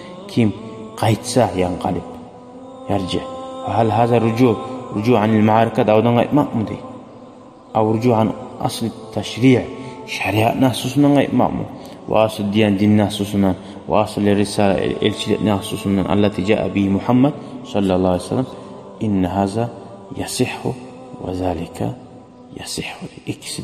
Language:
Kumyk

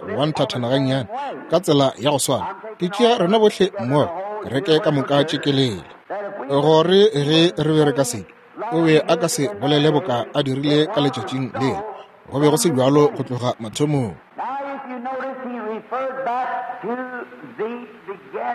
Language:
Northern Sotho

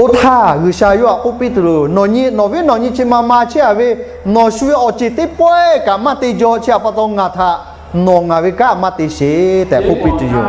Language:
Lahu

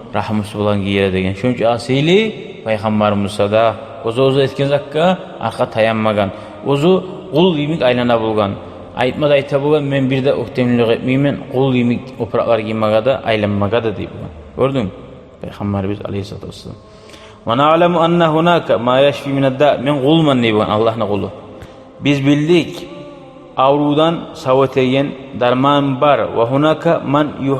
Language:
Kumyk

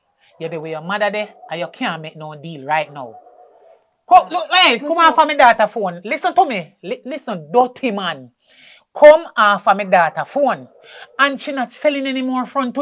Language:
Jamaican Creole English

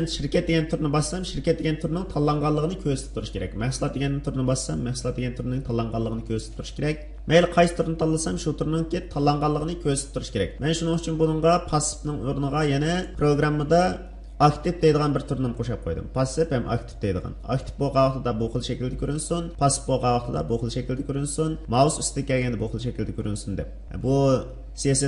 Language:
Uyghur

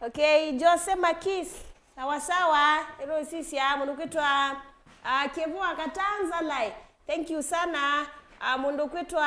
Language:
Kamba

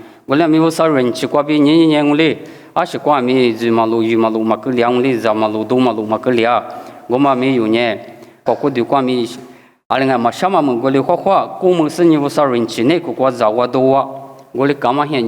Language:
Lisu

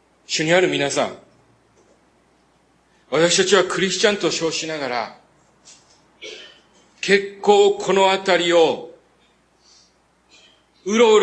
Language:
Japanese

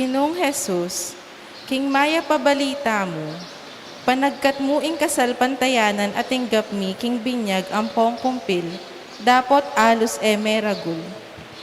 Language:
Pampanga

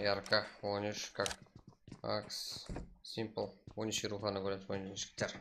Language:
Kara-Kalpak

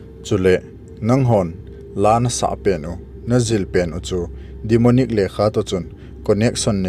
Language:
Thado Chin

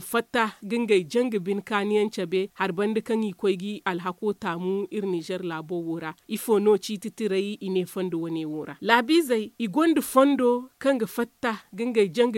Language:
Zarma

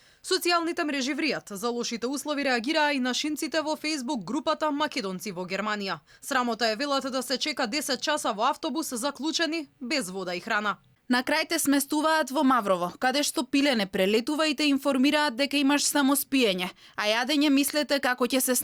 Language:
Macedonian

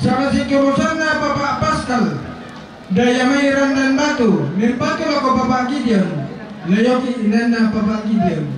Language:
Toraja-Sa'dan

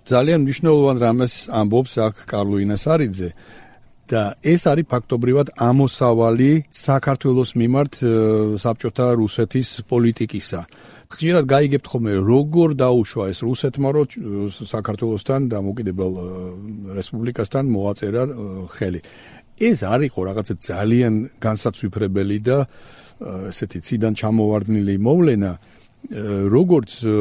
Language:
Georgian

